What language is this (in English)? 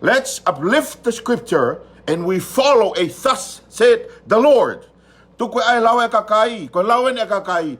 Tongan